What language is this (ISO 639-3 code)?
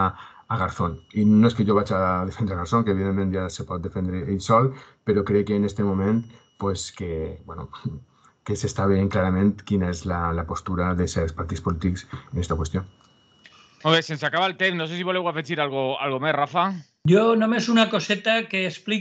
cat